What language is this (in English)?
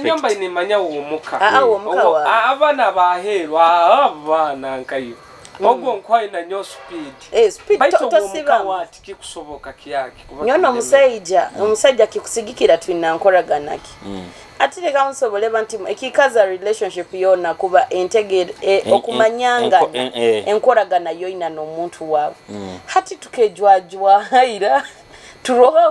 Nyoro